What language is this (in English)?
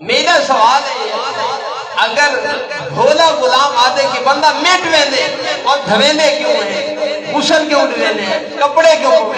Saraiki